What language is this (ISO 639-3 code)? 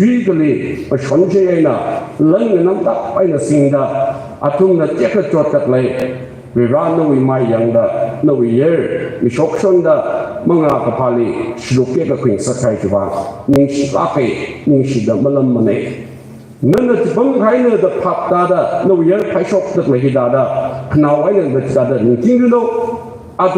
nmf